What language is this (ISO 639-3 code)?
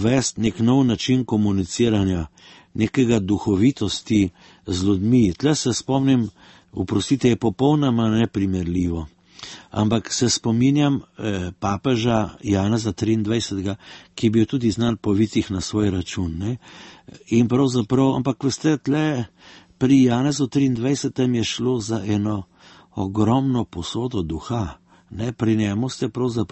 slv